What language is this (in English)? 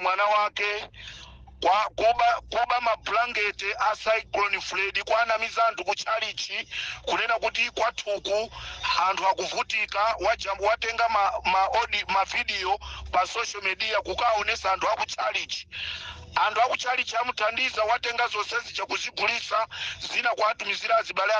Nyanja